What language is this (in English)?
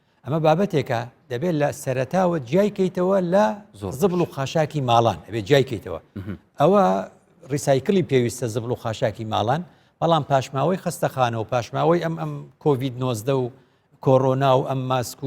Central Kurdish